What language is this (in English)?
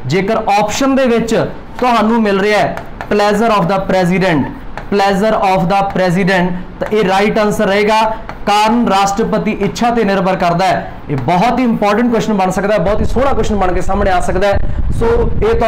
Punjabi